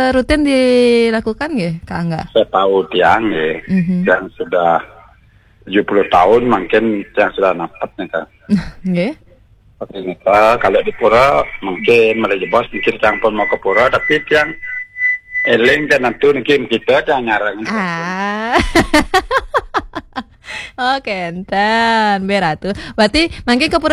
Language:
Balinese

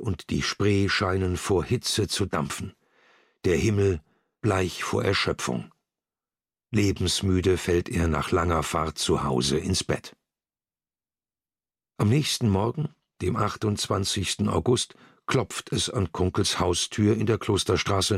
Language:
German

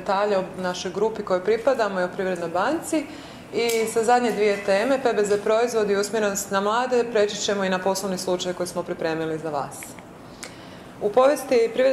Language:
Croatian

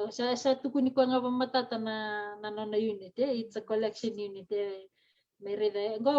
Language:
Fijian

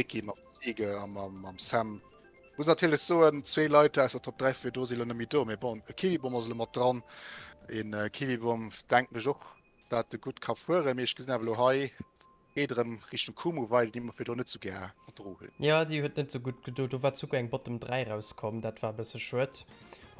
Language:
Luxembourgish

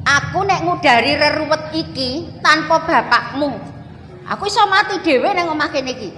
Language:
Javanese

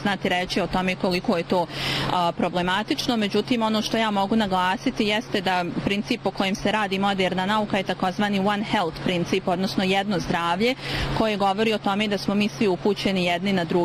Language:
Bosnian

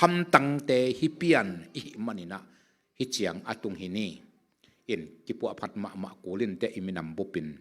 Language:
Tedim Chin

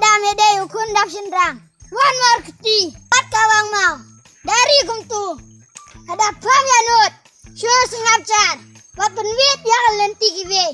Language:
Khasi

